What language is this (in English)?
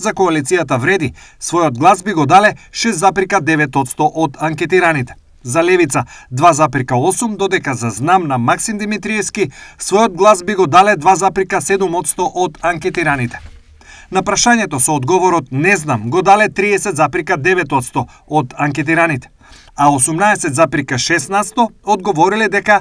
Macedonian